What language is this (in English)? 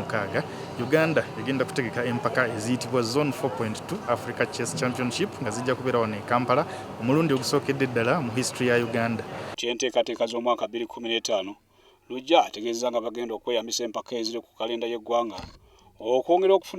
Ganda